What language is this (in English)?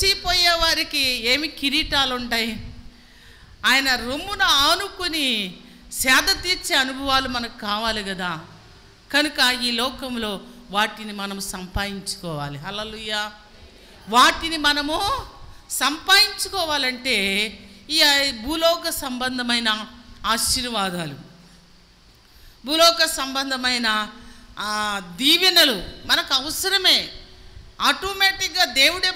Telugu